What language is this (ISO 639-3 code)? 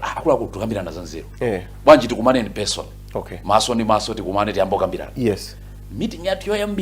nya